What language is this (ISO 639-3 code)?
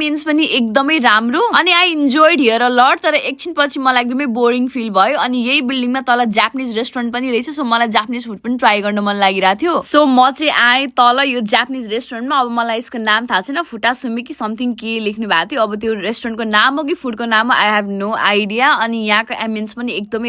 nep